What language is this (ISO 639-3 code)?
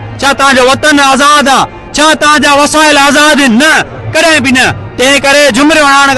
snd